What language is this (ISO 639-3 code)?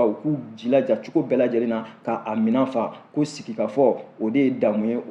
bam